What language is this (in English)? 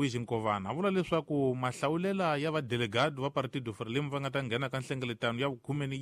Tsonga